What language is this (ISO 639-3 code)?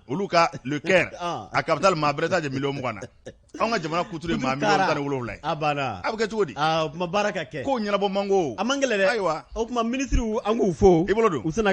bam